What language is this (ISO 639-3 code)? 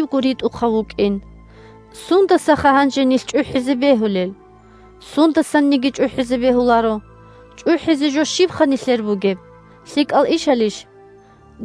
ava